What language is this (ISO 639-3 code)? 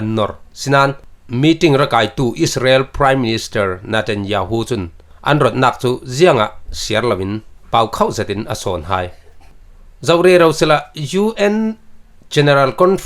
cfm